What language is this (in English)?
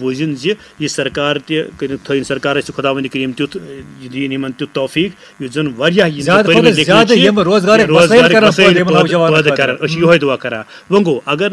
Kashmiri